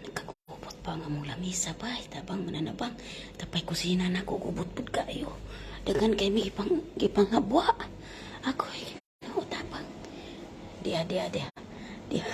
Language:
Cebuano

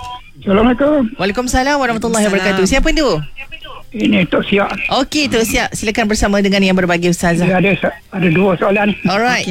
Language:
Malay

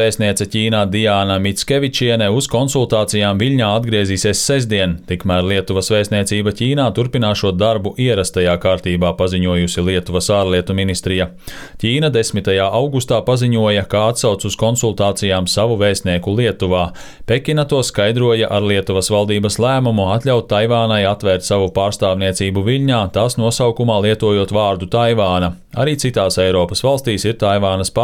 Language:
Latvian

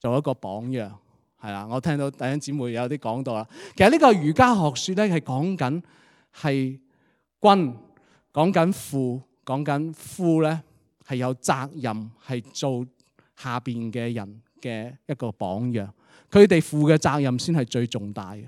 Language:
Cantonese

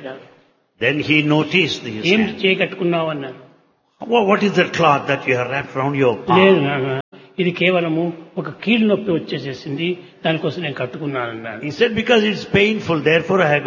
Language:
Telugu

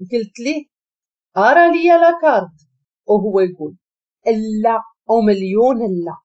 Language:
Moroccan Arabic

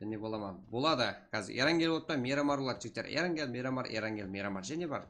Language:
Kara-Kalpak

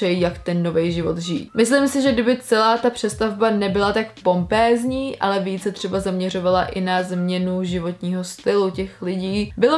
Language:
Czech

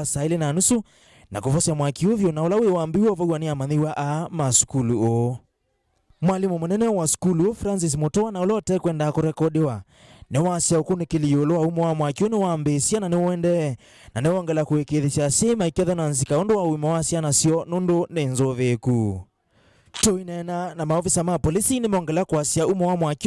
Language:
Kamba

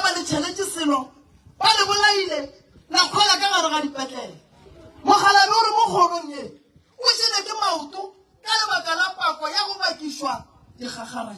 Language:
Northern Sotho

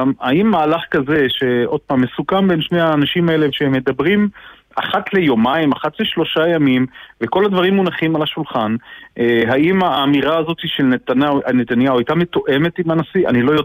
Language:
Hebrew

